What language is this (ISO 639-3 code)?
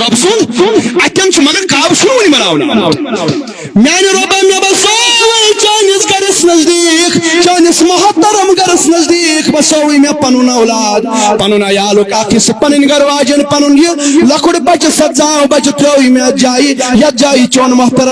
kas